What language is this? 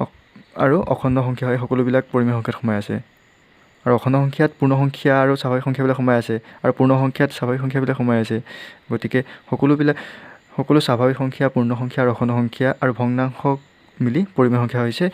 Assamese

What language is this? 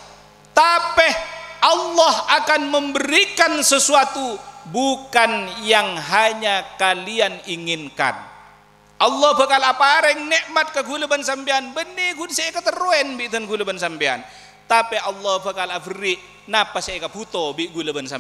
Madurese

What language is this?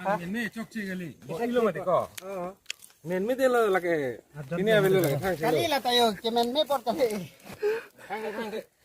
Karbi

